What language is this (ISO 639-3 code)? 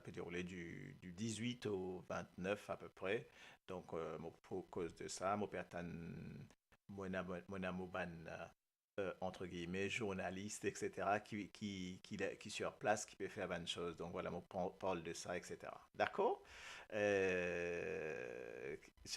mfe